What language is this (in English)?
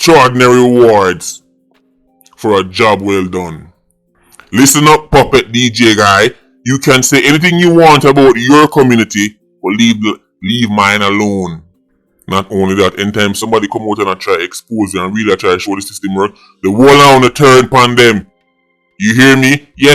Jamaican Creole English